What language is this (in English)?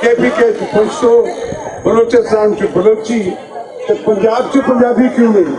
Western Panjabi